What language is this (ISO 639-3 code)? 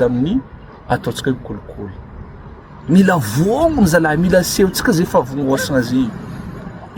mlg